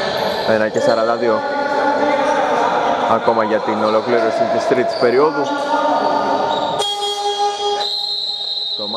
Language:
Greek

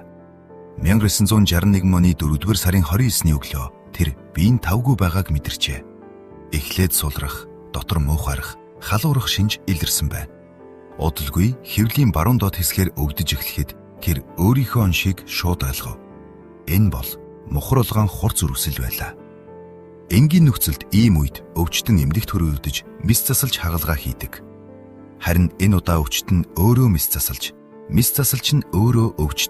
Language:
Mongolian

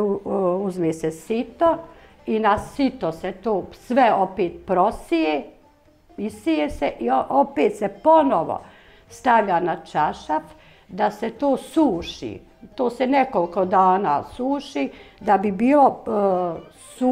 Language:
Bosnian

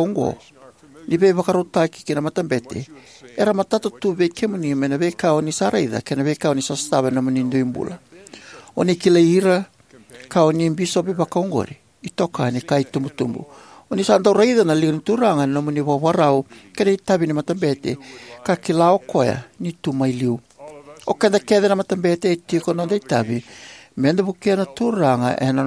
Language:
Fijian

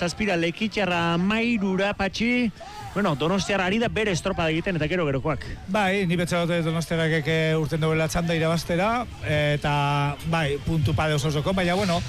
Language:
Basque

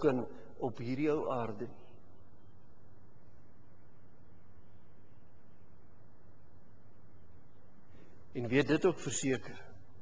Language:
Afrikaans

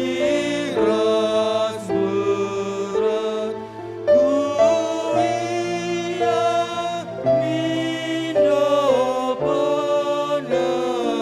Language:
Batak Karo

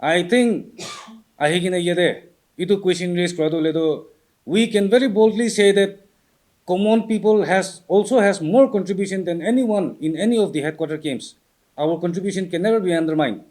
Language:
Naga Pidgin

